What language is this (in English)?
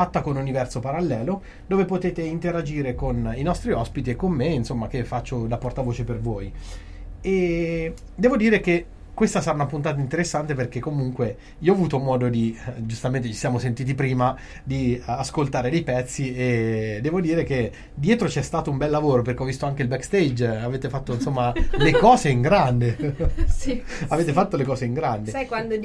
Italian